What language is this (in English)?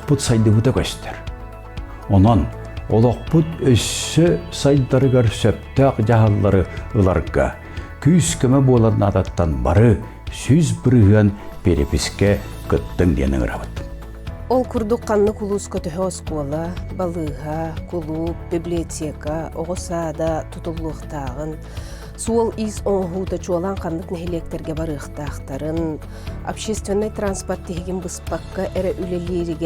Yakut